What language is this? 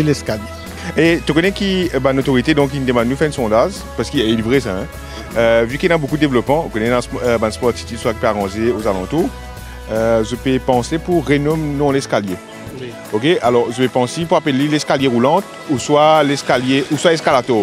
Morisyen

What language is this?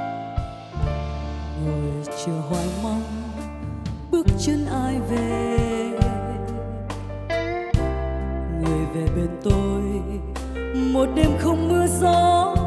Vietnamese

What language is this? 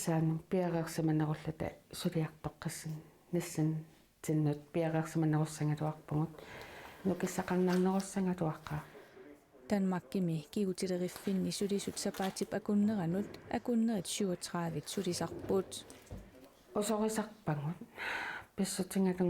Kalaallisut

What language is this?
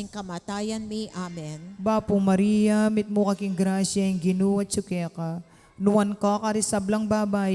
Pampanga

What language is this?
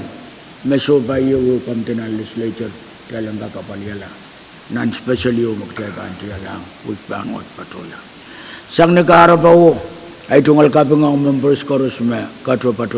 Pohnpeian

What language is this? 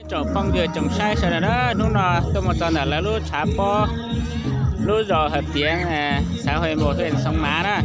Hmong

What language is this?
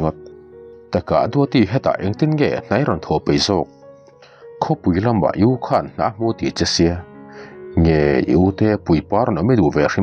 Mizo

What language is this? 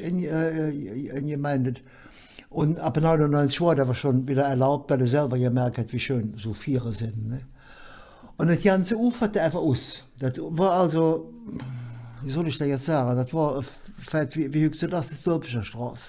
Colognian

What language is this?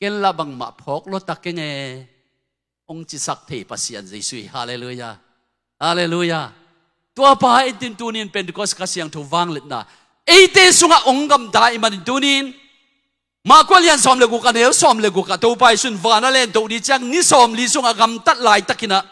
Tedim Chin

